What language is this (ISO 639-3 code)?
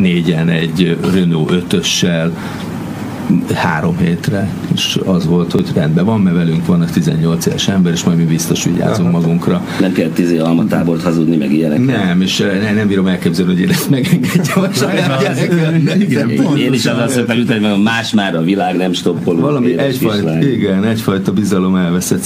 hun